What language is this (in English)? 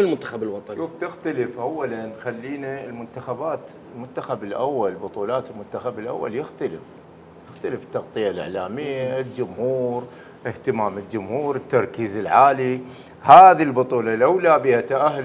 Mesopotamian Arabic